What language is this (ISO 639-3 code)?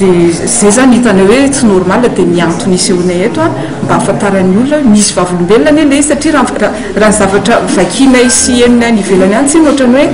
mlg